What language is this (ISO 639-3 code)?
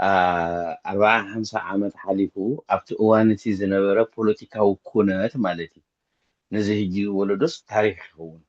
tir